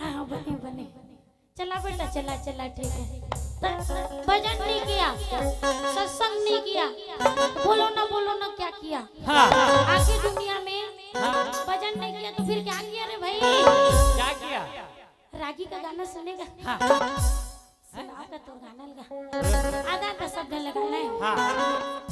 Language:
Chhattisgarhi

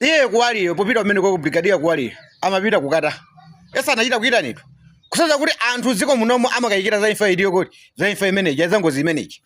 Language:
Nyanja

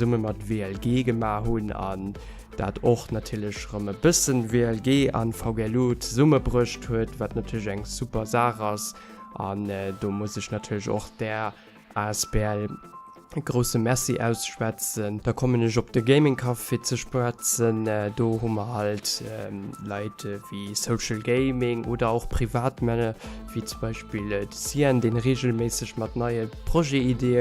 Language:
Luxembourgish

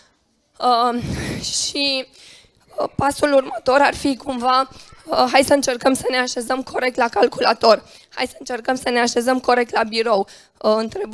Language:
Romanian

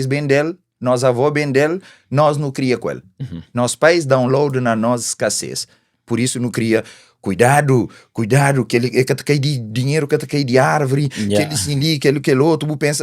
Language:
Kabuverdianu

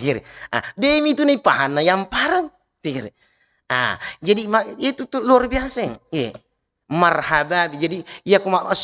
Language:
Buginese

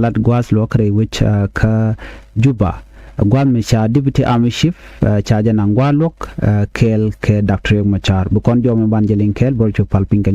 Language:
Nuer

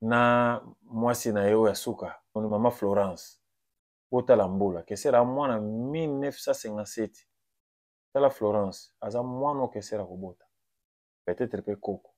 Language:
Lingala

